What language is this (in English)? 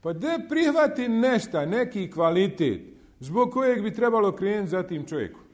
Bosnian